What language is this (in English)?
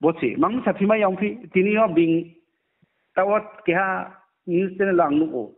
Riang (India)